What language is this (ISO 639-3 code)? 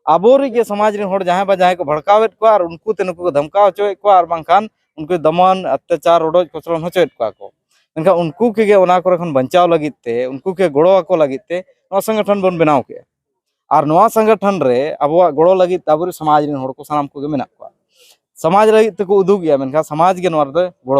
sat